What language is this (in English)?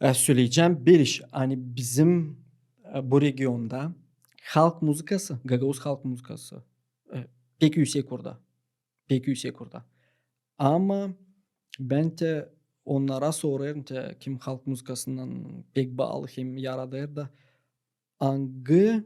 Gagauz